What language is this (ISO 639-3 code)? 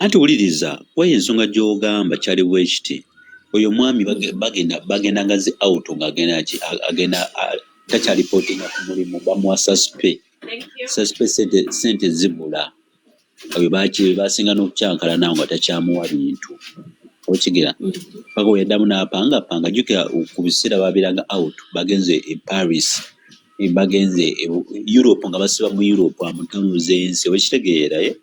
lug